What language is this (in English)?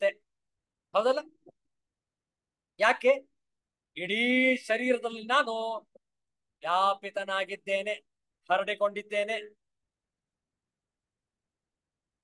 Kannada